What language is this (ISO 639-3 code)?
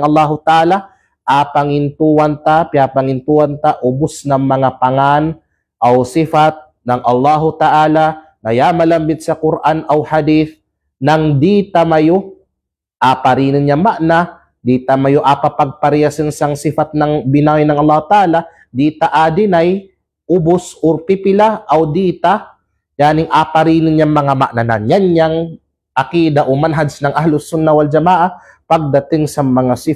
kqe